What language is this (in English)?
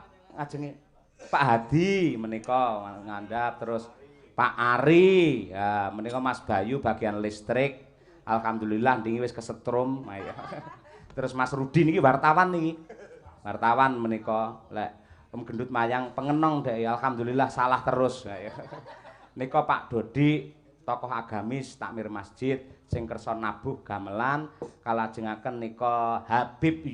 Javanese